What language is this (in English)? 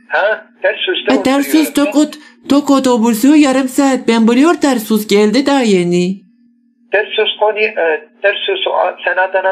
Turkish